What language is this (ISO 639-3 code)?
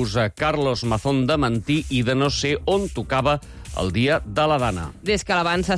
cat